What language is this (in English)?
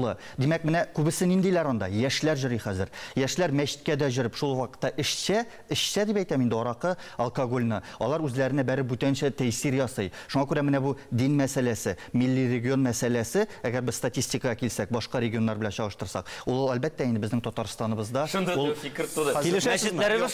Tatar